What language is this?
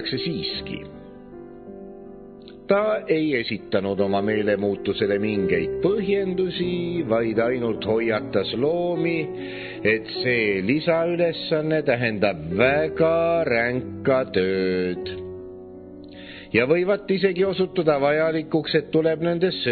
Estonian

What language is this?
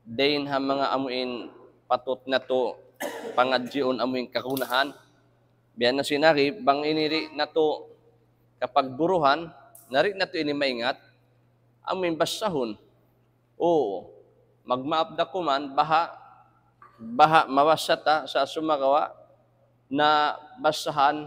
Tausug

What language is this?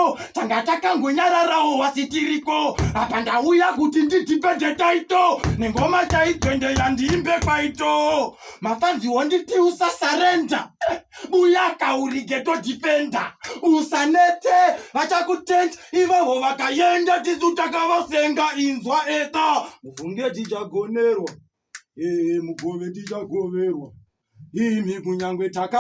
Shona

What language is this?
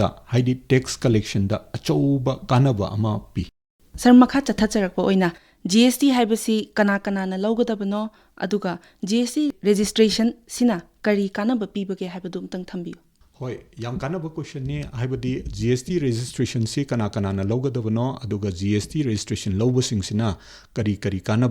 Manipuri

